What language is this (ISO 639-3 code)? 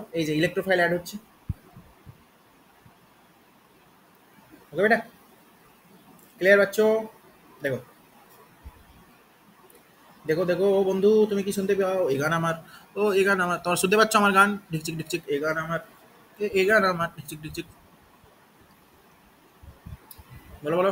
ben